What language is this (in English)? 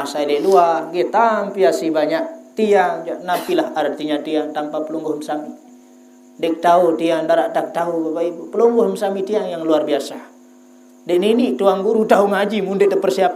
Sasak